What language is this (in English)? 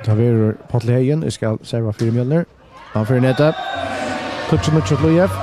Faroese